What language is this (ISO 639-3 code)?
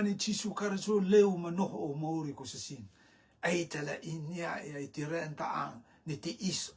rtm